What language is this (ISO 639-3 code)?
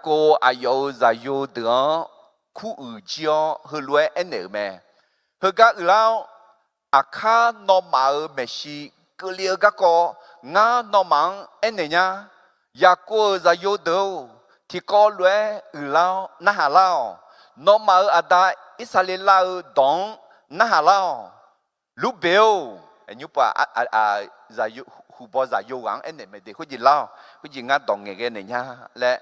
ahk